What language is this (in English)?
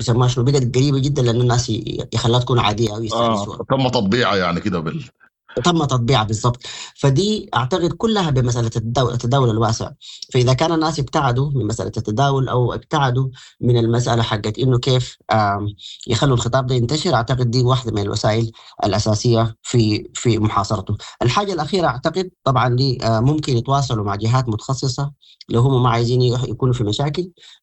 Sudanese Arabic